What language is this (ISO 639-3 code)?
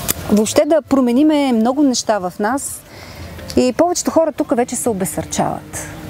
bul